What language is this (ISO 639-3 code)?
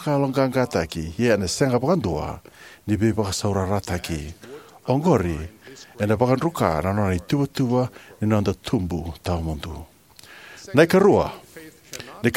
fij